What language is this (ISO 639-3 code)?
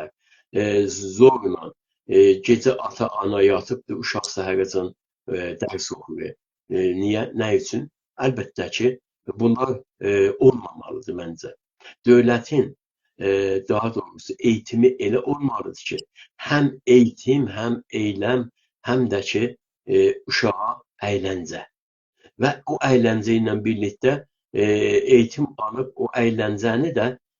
azb